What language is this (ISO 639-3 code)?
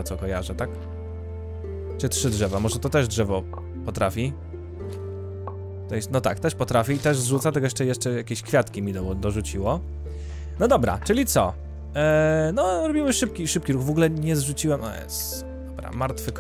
pol